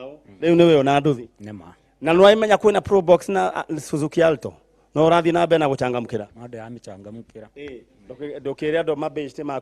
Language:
Kikuyu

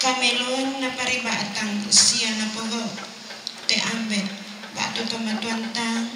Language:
Toraja-Sa'dan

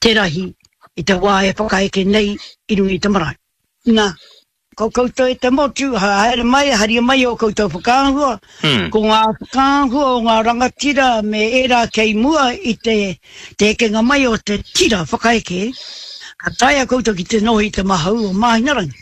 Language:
Māori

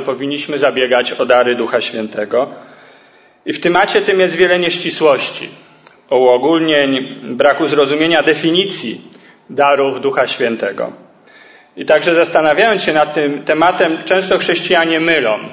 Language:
Polish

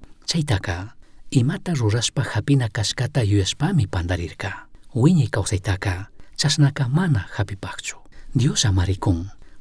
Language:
Chimborazo Highland Quichua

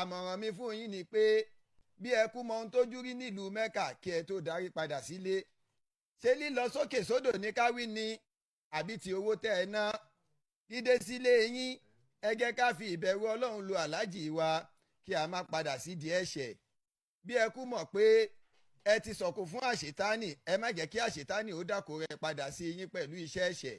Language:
Yoruba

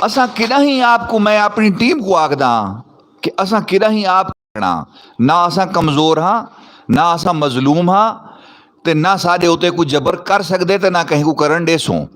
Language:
Saraiki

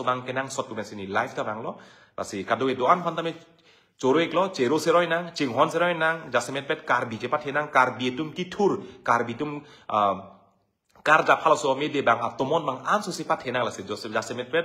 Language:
Karbi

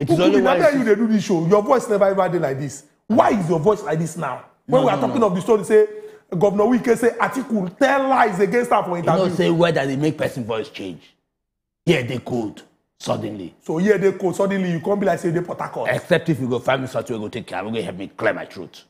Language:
Nigerian Pidgin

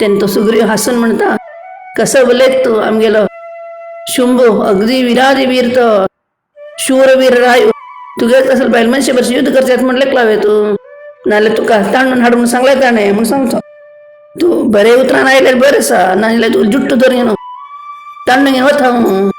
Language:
Konkani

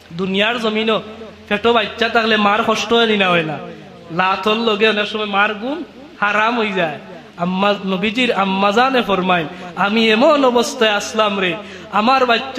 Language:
Sylheti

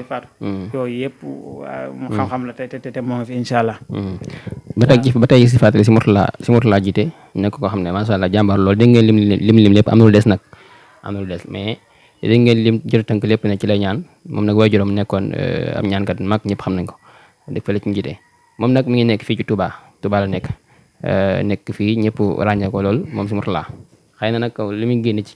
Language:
Wolof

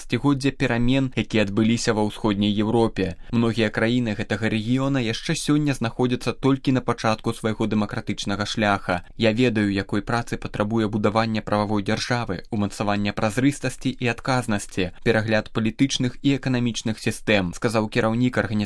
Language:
Belarusian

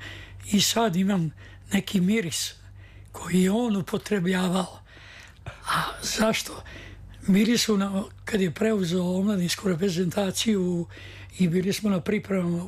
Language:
Serbian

